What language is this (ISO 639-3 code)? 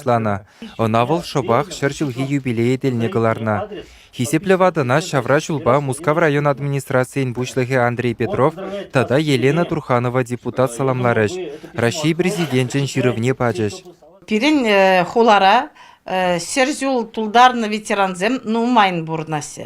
chv